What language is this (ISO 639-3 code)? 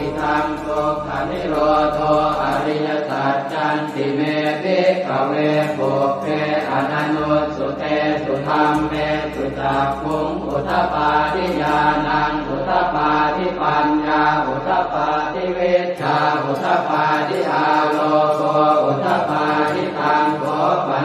pli